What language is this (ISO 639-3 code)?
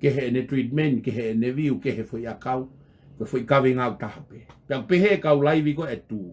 ton